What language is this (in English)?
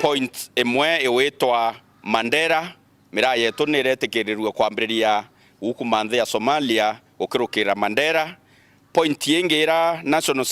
Meru